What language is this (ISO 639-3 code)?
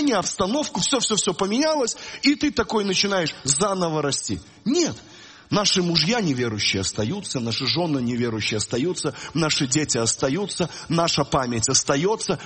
rus